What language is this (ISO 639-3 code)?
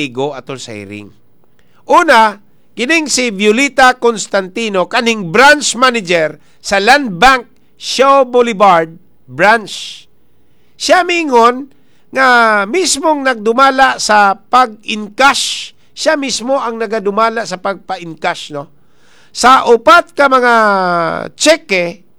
ceb